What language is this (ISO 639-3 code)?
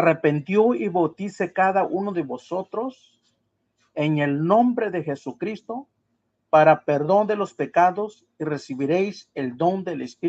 mix